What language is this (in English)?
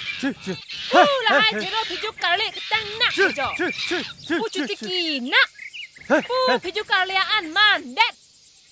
Karbi